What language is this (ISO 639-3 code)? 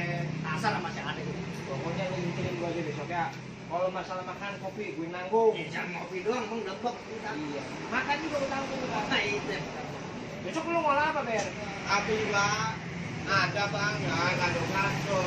bew